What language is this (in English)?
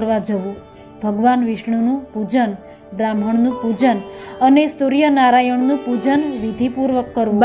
Gujarati